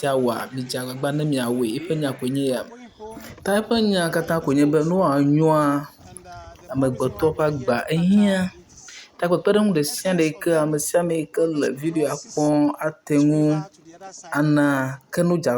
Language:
Ewe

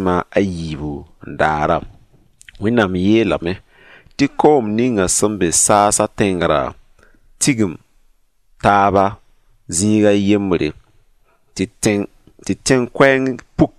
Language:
Mossi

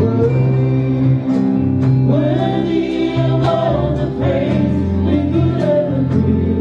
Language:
Tongan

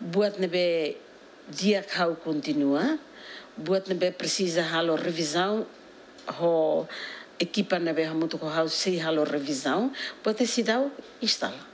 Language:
Tetum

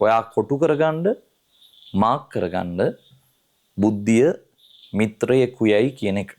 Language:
Sinhala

